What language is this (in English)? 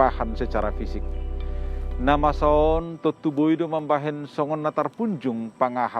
Batak Simalungun